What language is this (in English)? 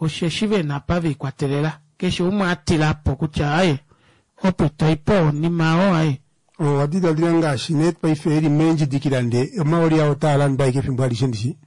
Kuanyama